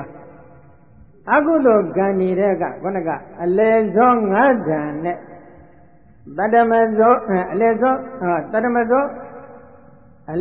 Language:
Burmese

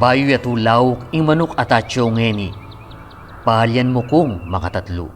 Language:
Pampanga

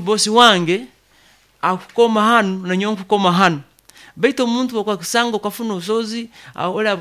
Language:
Nyoro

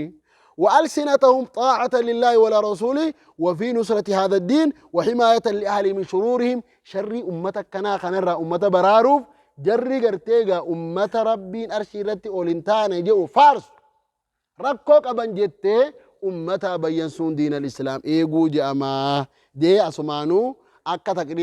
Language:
Oromo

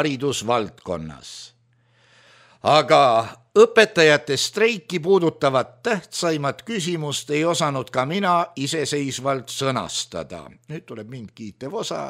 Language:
Estonian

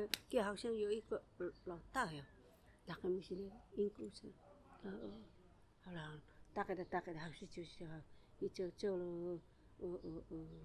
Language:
Taroko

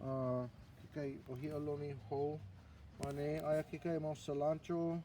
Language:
Hawaiian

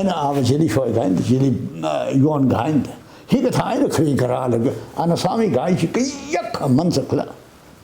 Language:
Tangkhul Naga (India)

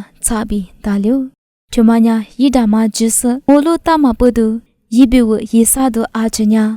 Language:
Lisu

